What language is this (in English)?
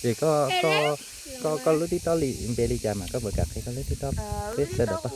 Hmong